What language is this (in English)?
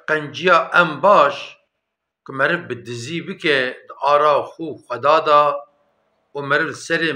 Kurdish